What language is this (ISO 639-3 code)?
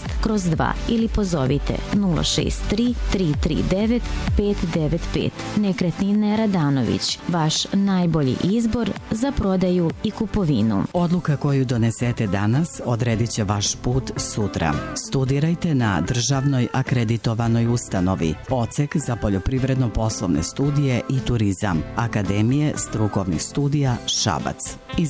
srp